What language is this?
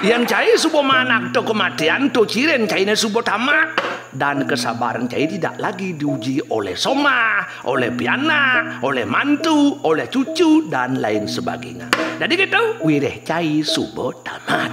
Balinese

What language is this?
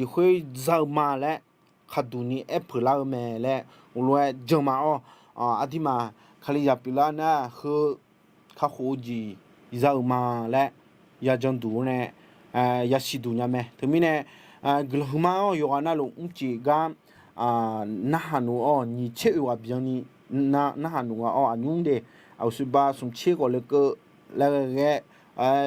Akha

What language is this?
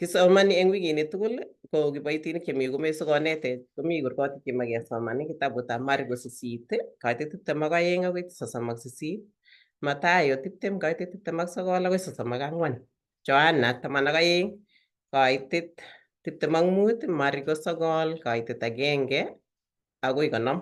Kalenjin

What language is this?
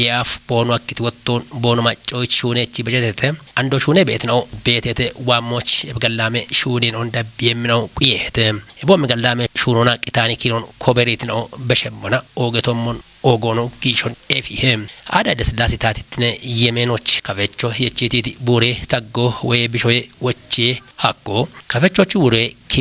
Kafa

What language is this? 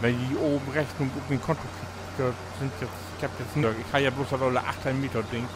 Low German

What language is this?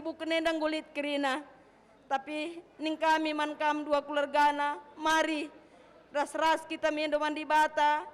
Batak Karo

